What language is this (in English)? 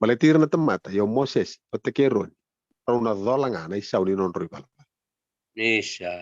Fijian